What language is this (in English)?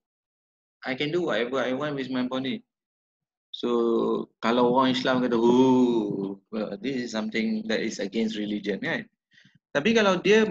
Malay